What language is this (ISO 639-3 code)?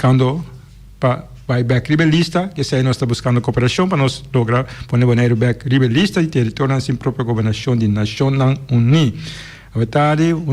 pap